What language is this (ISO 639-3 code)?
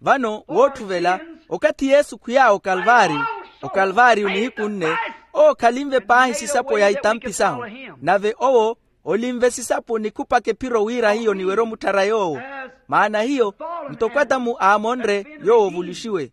vmw